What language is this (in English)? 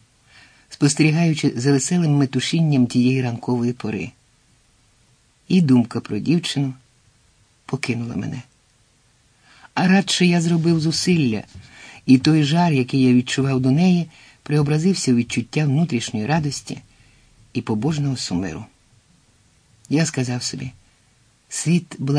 Ukrainian